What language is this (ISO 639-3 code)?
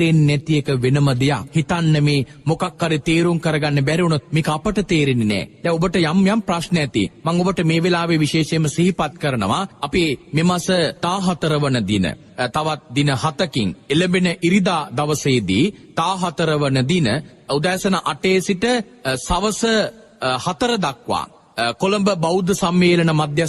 sin